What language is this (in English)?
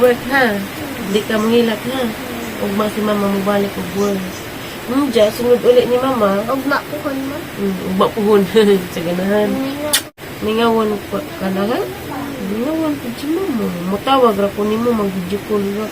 Cebuano